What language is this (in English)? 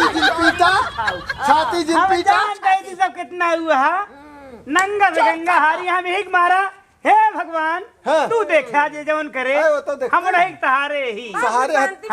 Awadhi